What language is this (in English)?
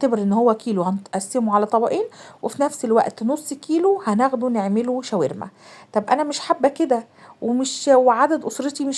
Egyptian Arabic